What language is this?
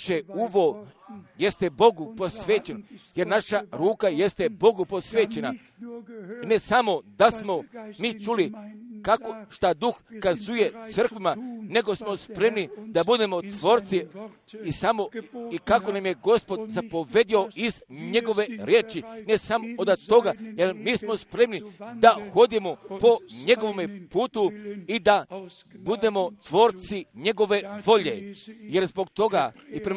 Croatian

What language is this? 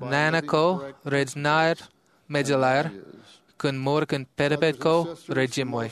Marshallese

